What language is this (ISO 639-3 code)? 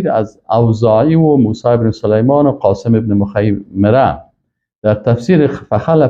fas